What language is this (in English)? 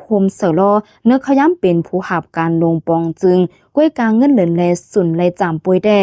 Lao